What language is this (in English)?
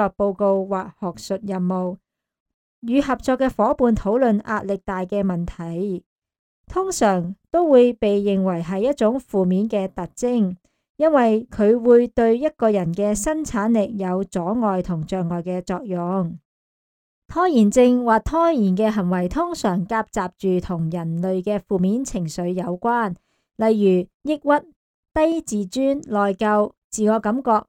Cantonese